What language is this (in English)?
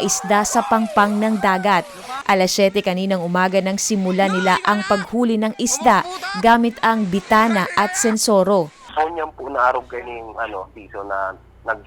Bikol